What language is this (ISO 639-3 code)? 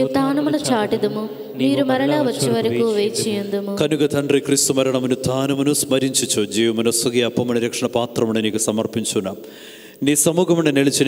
tel